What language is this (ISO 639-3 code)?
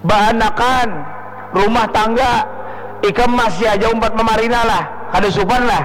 bjn